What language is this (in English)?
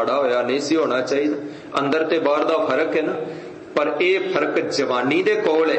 Punjabi